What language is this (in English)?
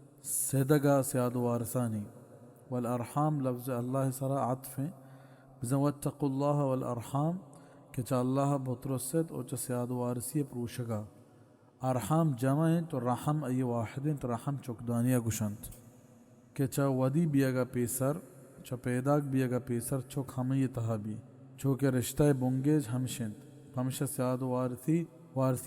Baluchi